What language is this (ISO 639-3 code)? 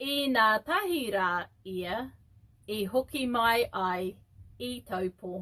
mri